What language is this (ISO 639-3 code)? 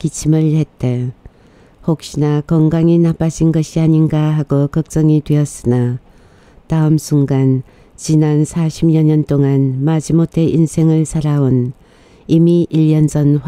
kor